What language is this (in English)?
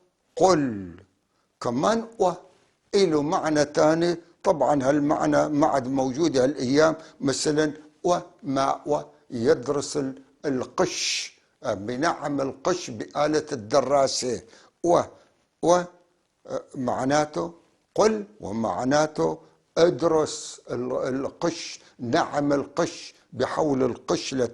North Levantine Arabic